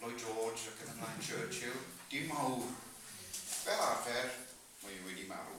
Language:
Welsh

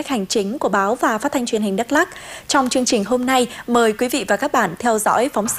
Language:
Vietnamese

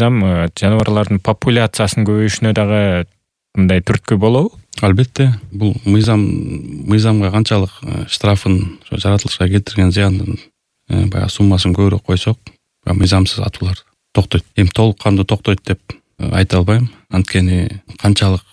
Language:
Kyrgyz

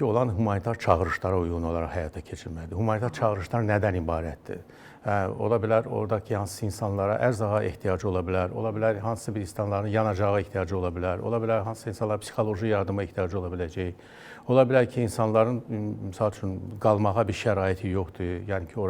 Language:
Azerbaijani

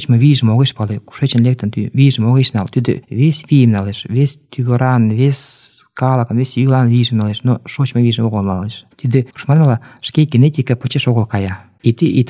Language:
Mari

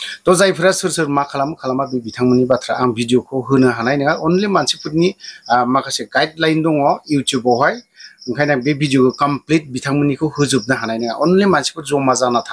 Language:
Bodo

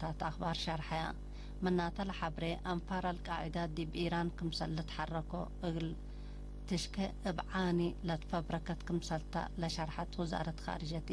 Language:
Tigre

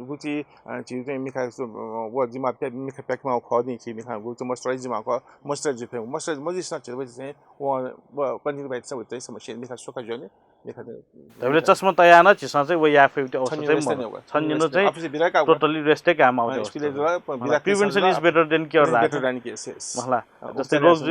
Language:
Newari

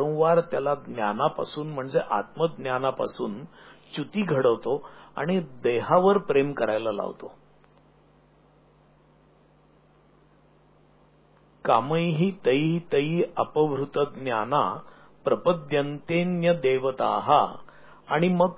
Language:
Marathi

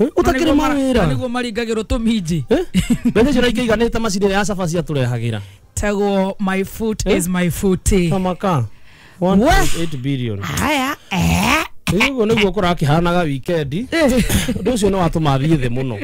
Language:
Kikuyu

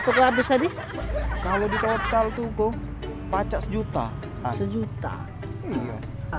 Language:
Musi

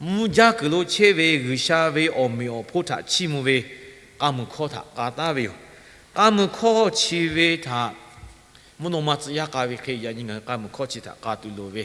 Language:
Lahu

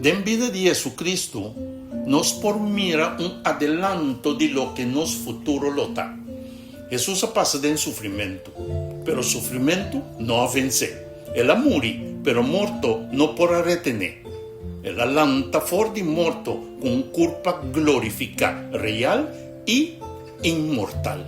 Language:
Papiamento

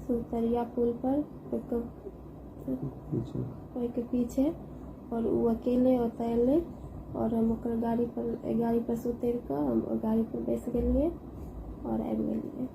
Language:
Maithili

